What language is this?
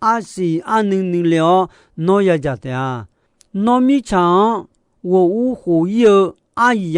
Akha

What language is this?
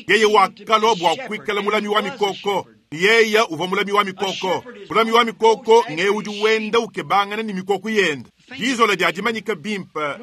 Luba-Lulua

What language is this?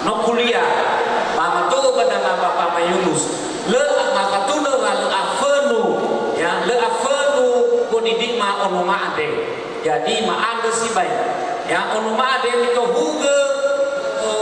Nias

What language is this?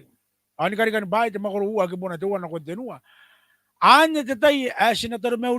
Gilbertese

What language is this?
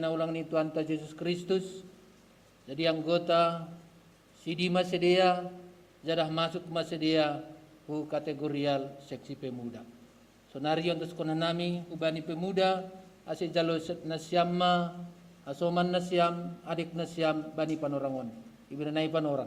Batak Simalungun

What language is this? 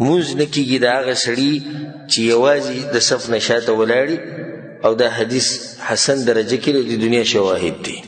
Pashto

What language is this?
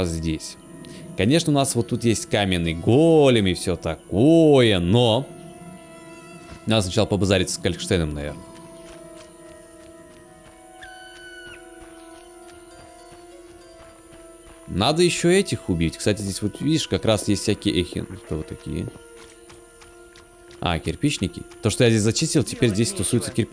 Russian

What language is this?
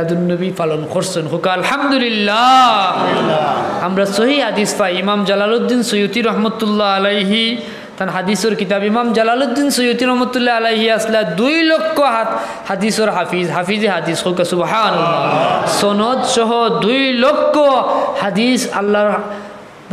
Sylheti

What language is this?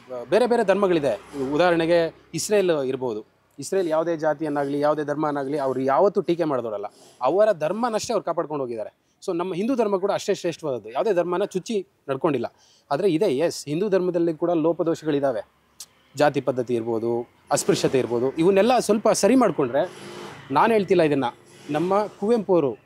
Kannada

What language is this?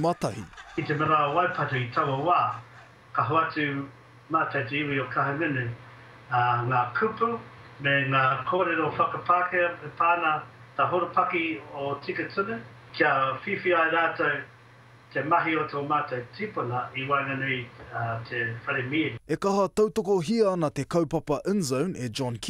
Māori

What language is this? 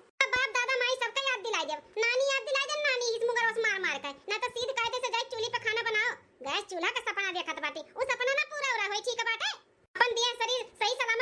Awadhi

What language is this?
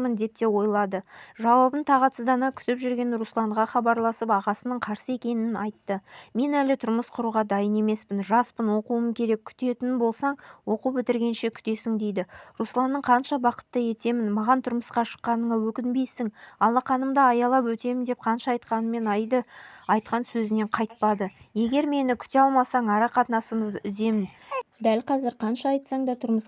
Kazakh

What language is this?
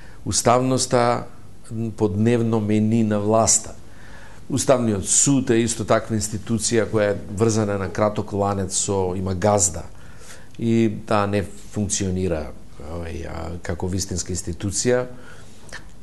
Macedonian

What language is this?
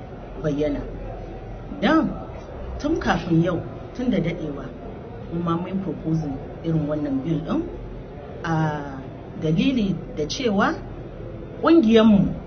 Hausa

